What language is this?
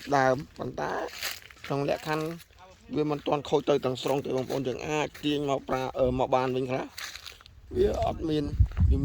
Khmer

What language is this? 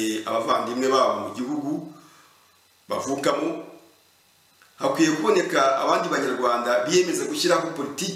Kinyarwanda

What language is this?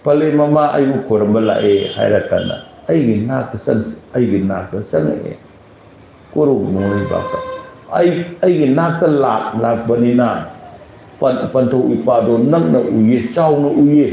Manipuri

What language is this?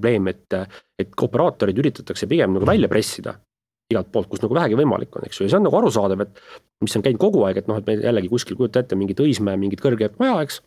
Estonian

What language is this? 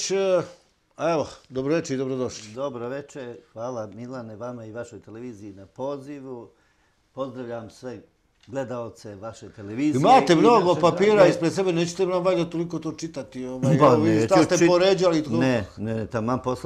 Serbian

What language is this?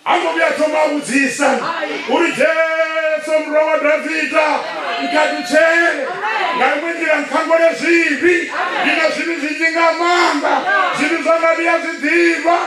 Venda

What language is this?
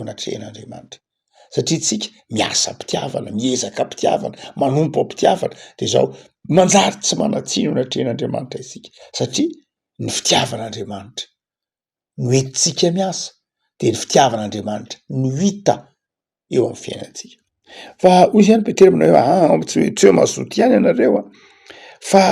Malagasy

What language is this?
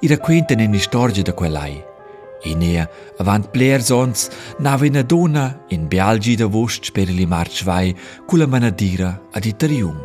Romansh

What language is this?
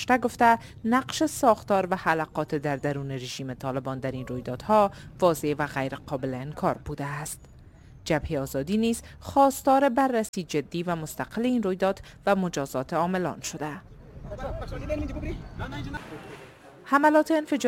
Persian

